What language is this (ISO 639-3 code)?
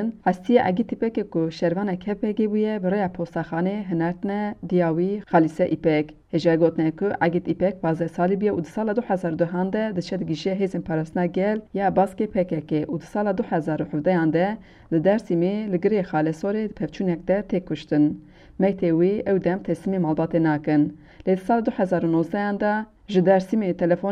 kur